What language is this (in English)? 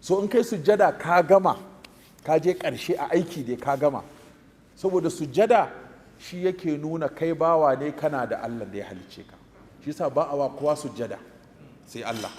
Hausa